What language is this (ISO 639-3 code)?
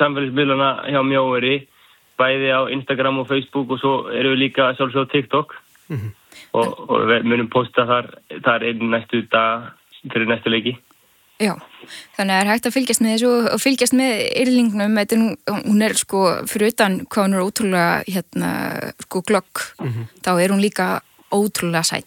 isl